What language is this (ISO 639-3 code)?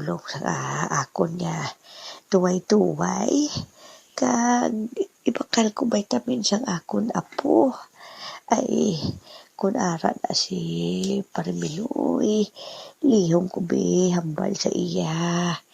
hil